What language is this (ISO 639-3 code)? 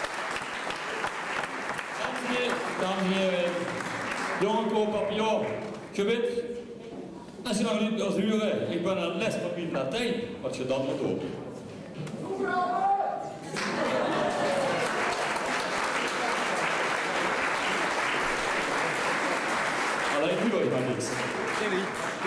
nld